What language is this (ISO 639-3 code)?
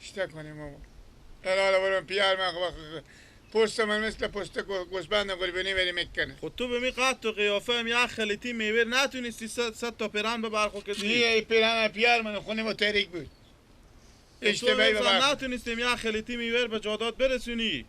fas